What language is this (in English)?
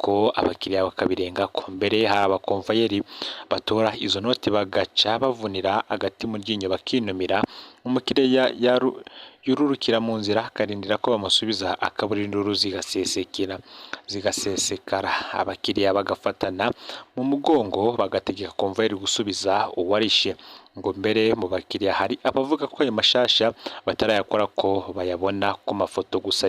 Rundi